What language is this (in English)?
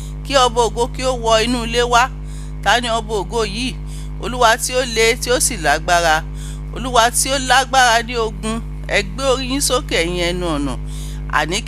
Yoruba